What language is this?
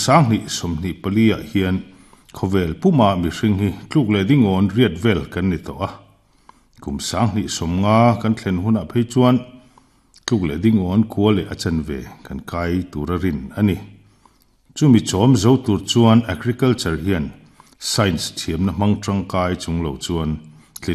Mizo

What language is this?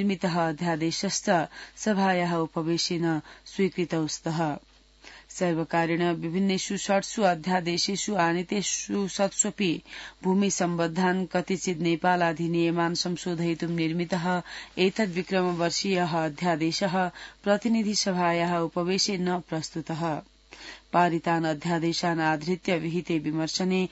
Sanskrit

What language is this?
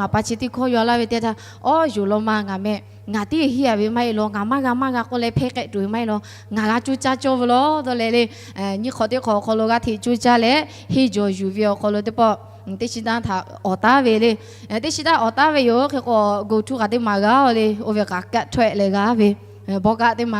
Lahu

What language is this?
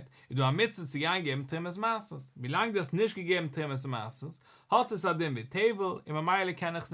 Yiddish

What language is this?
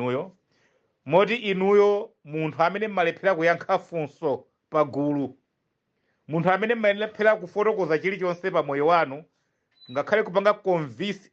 Nyanja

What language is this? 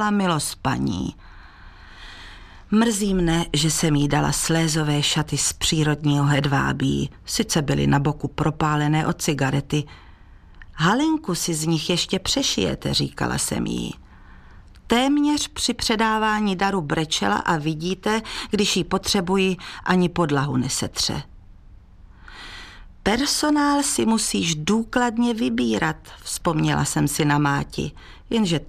Czech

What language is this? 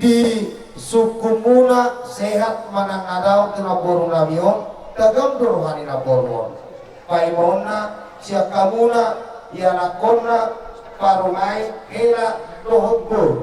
Batak Toba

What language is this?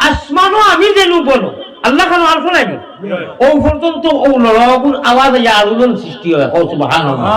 Sylheti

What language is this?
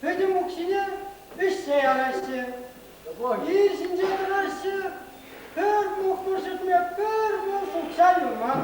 Chuvash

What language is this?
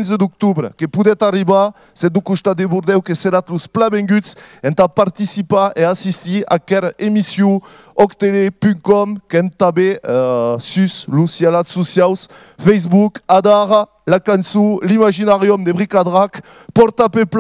Occitan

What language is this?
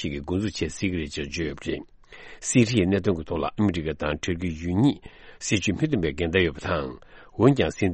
Tibetan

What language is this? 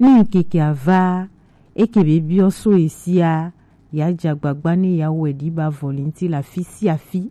Gen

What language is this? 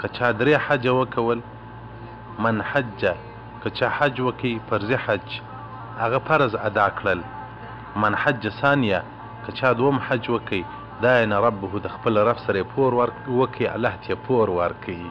Pashto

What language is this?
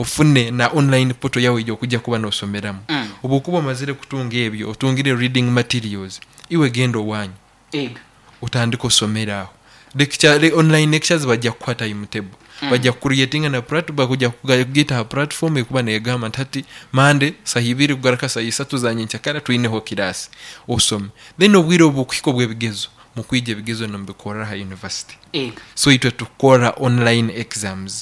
Nyankole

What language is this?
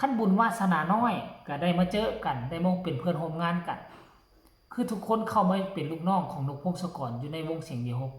Lao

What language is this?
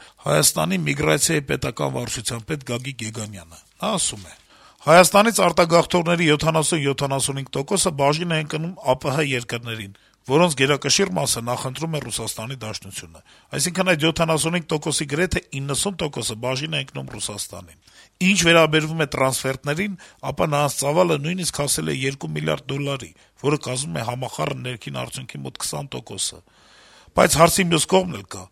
Armenian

